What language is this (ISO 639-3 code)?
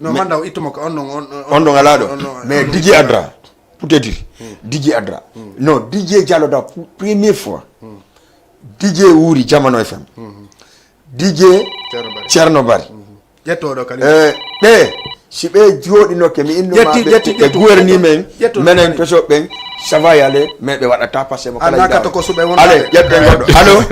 ful